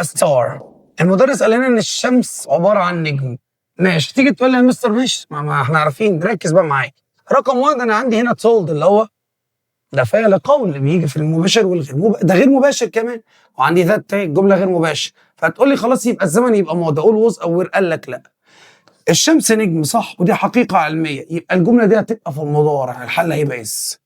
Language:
Egyptian Arabic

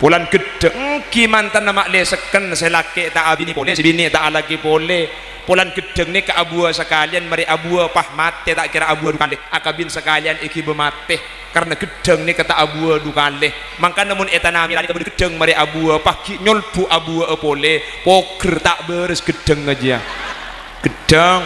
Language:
Madurese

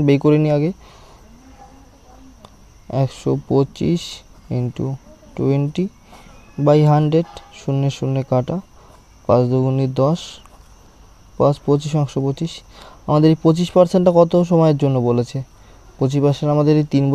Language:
Bangla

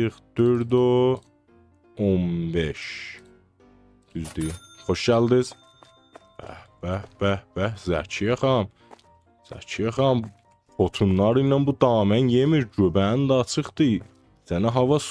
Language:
South Azerbaijani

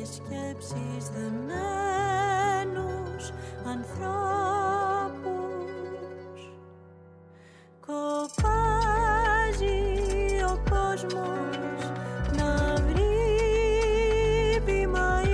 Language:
Greek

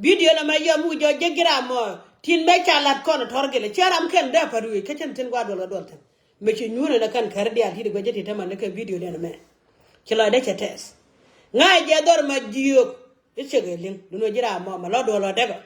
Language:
Nuer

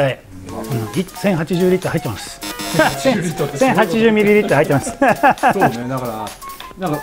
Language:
Japanese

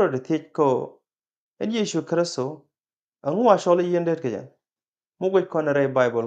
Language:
Nuer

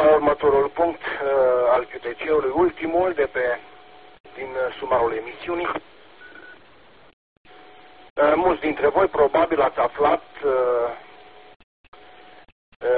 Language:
Romanian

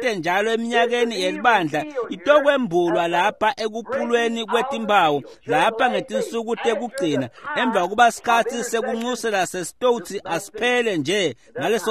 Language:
Swati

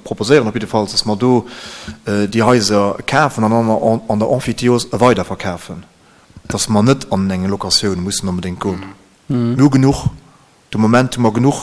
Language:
Luxembourgish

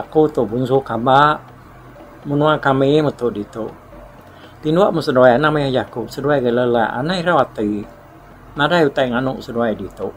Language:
Iban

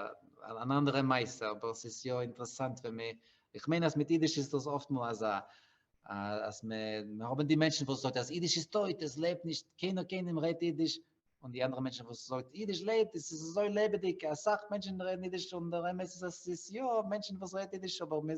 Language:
Yiddish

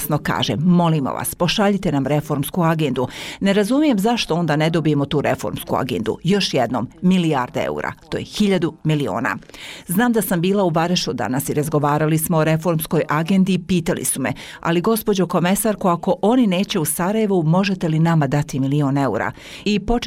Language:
Bosnian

